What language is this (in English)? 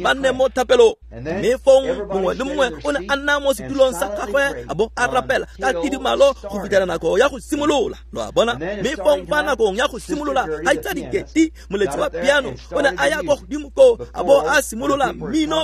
Tswana